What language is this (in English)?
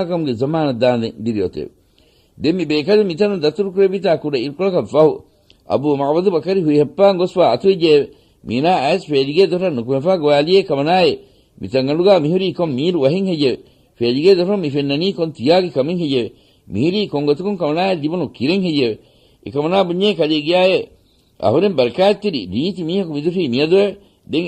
Divehi